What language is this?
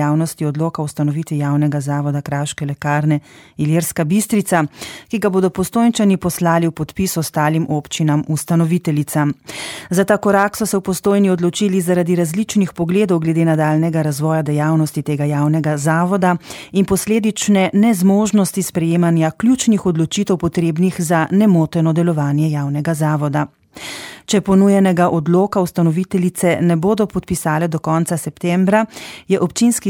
Slovenian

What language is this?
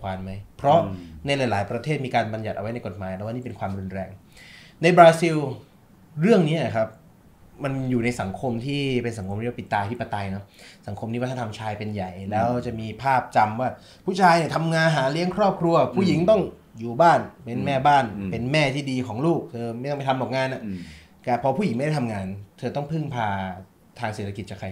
Thai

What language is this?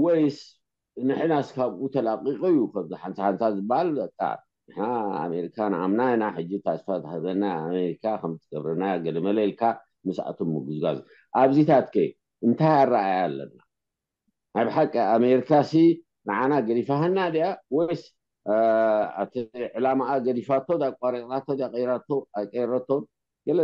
Tigrinya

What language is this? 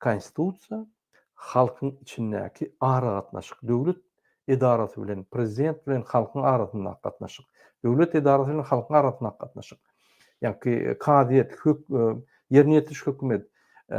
Turkmen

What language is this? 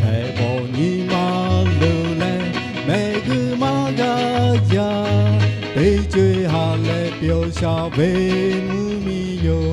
Lahu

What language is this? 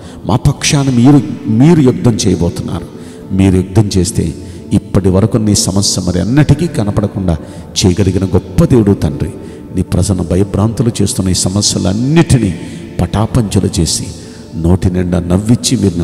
Telugu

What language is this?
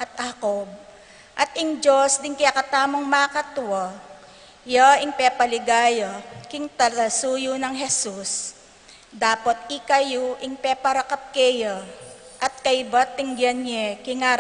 Pampanga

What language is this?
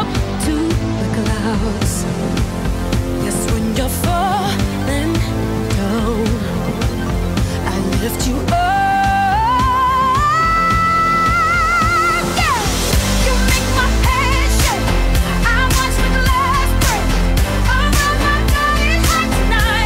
English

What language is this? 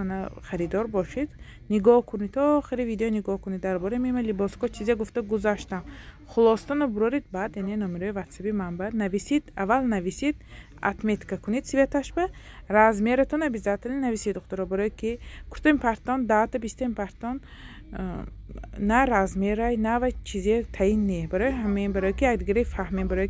Tajik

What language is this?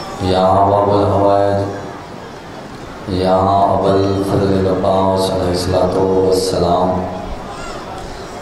Urdu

